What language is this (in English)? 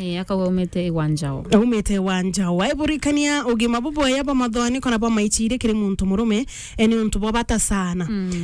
Meru